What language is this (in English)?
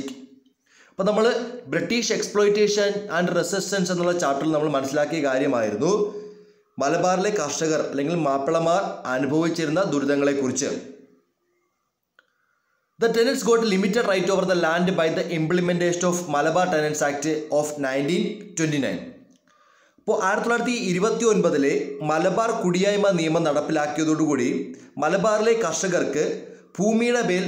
Malayalam